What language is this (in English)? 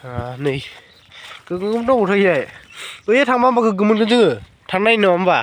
Bodo